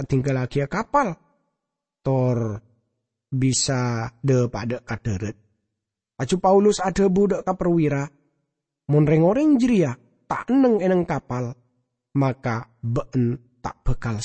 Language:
Madurese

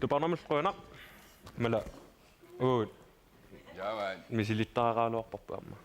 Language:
Kalaallisut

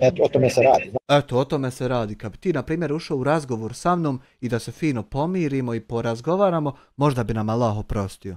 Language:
Bosnian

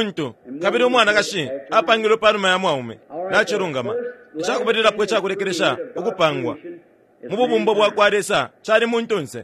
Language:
Bemba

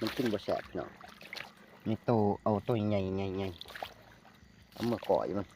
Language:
Northeastern Thai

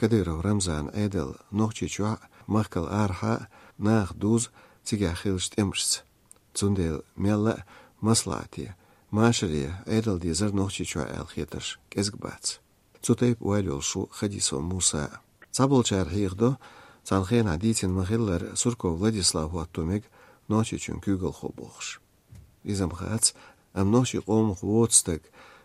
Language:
Chechen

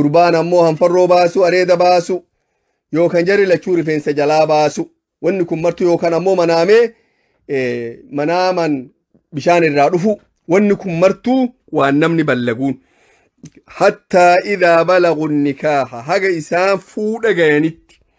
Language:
Oromo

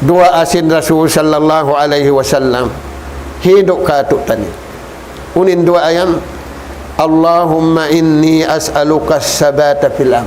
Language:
Tausug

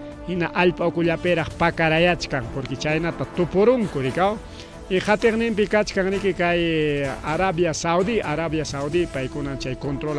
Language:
Ayacucho Quechua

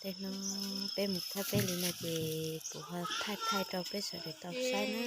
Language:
Hmong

